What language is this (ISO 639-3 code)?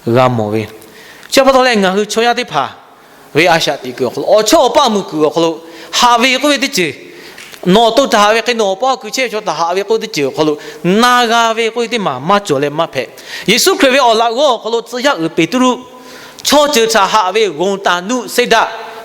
lhu